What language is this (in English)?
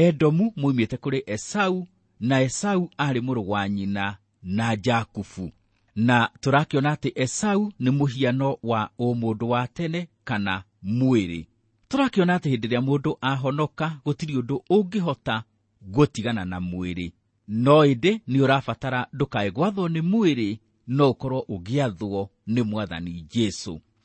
Kikuyu